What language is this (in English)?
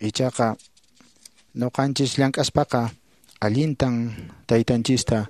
Quechua